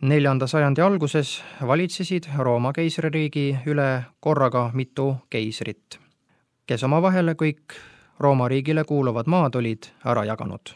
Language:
Estonian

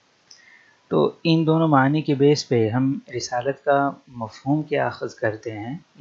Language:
Urdu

